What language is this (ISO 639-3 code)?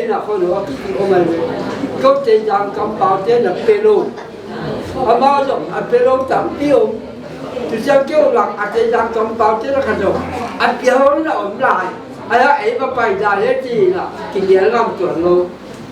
pck